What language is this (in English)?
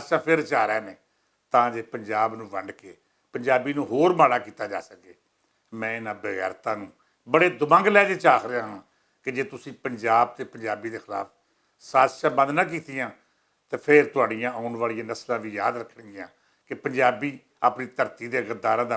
Western Panjabi